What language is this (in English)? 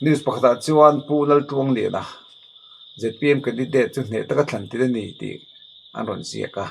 Mizo